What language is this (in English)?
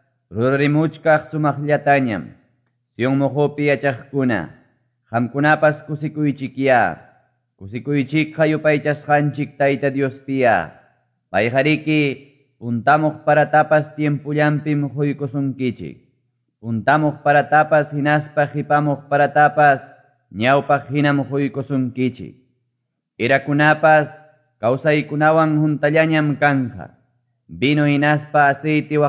Quechua